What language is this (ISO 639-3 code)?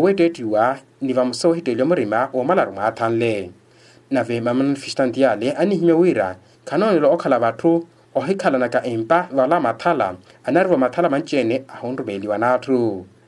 vmw